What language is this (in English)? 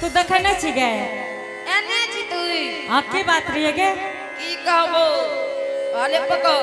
Angika